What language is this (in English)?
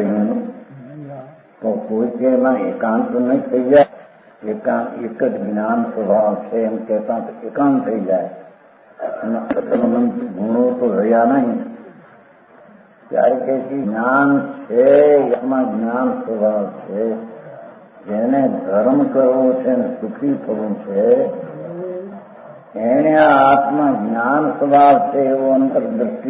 Gujarati